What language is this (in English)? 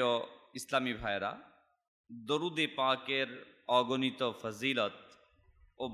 Bangla